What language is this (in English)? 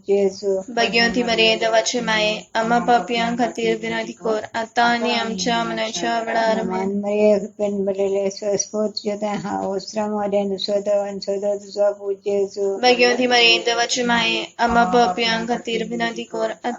Konkani